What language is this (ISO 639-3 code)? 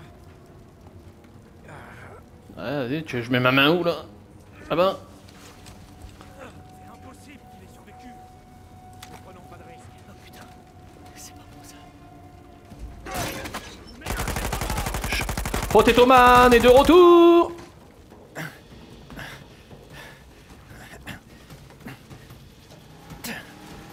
fra